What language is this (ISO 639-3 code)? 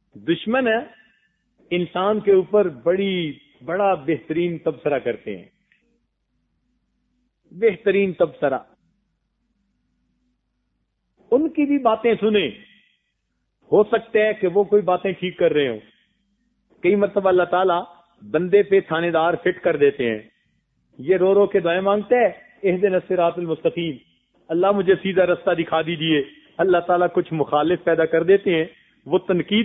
urd